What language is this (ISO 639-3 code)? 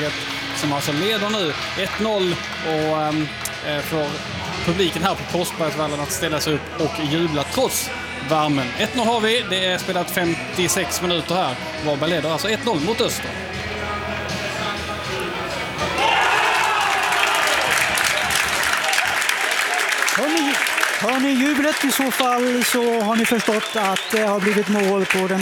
swe